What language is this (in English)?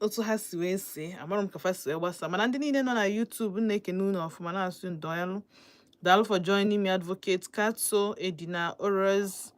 Igbo